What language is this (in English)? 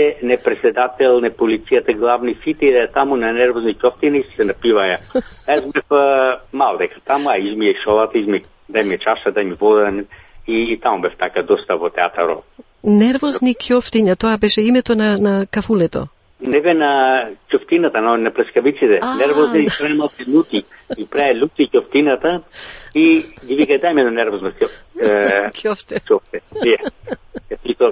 Macedonian